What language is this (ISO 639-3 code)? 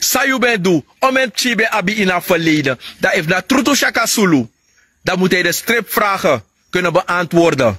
srn